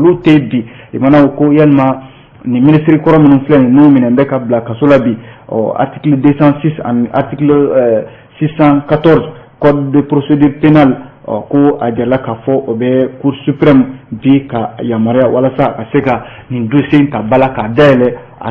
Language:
Bambara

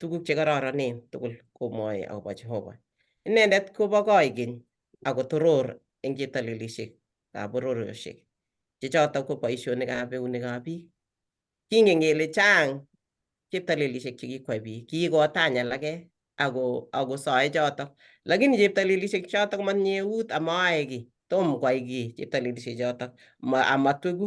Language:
Kalenjin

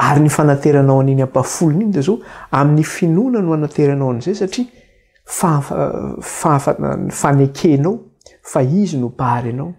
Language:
Malagasy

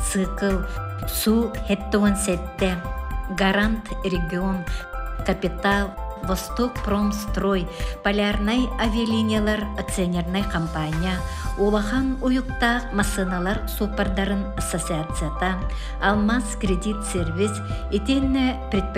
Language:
Yakut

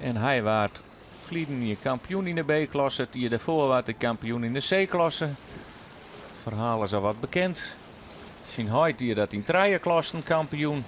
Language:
Western Frisian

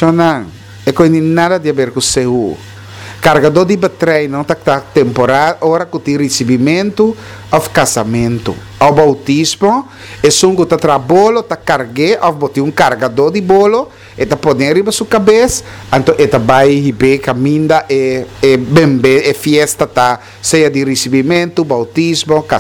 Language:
Papiamento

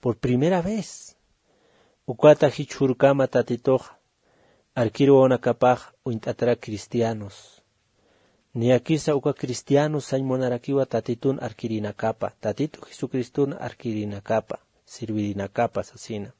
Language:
Aymara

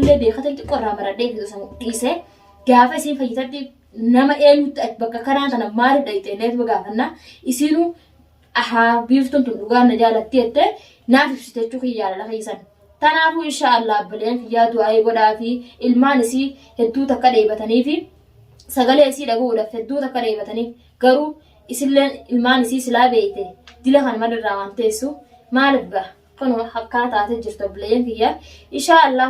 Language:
Oromo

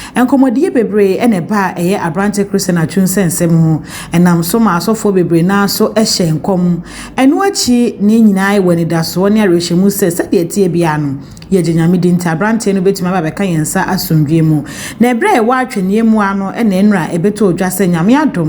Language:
Akan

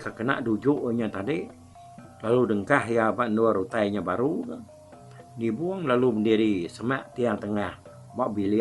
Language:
Iban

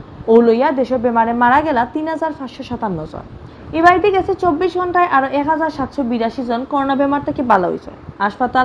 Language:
Sylheti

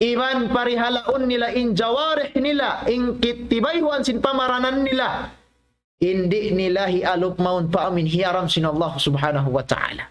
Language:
Tausug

